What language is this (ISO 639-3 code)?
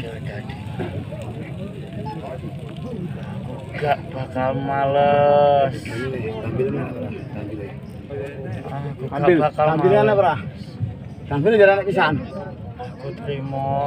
jav